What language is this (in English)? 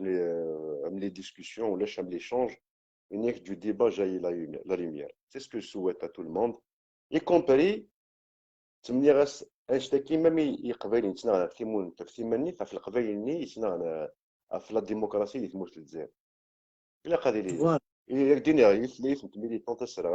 Kabyle